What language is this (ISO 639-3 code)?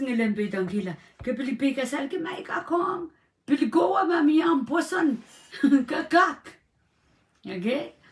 pon